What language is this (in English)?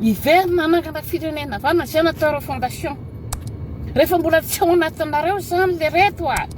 Malagasy